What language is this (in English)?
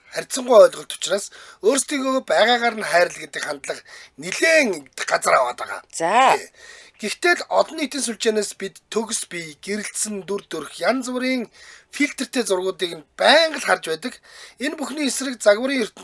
Mongolian